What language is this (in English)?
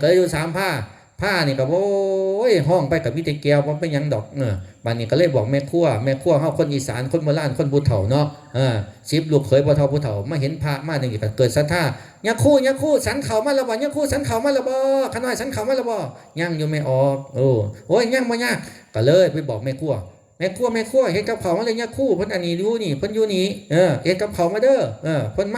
Northeastern Thai